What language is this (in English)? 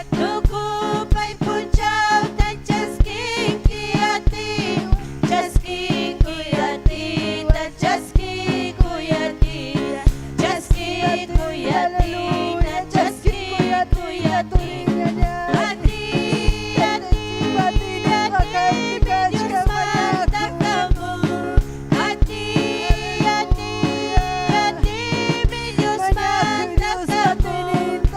Ayacucho Quechua